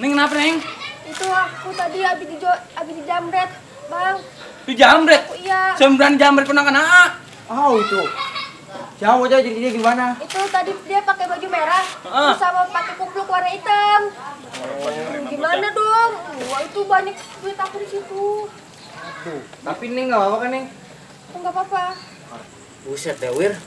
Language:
Betawi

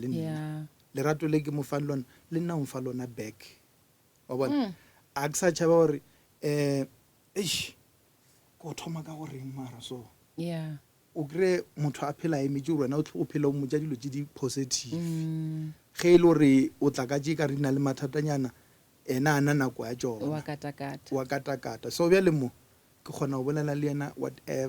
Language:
Northern Sotho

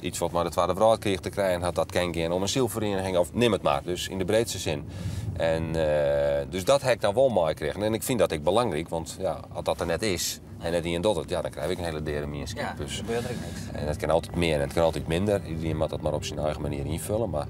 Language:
Western Frisian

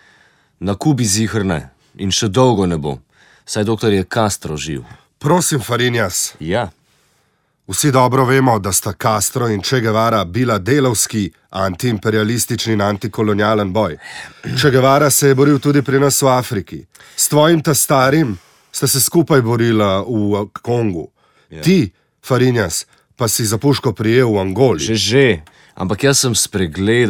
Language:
Slovenian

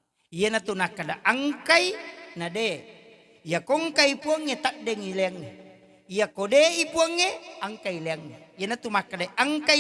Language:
Buginese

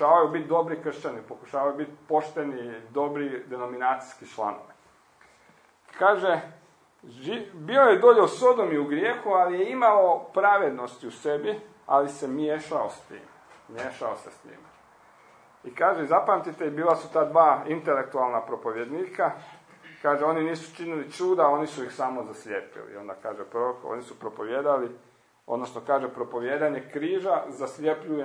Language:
Croatian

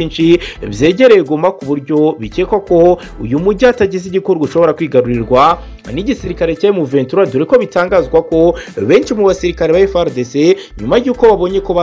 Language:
Kinyarwanda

